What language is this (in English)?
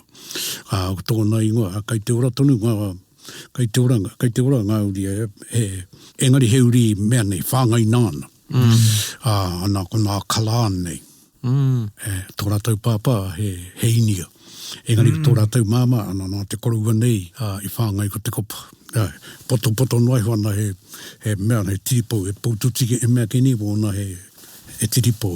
Māori